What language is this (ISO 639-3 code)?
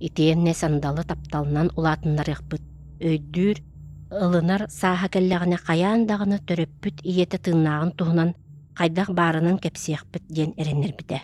sah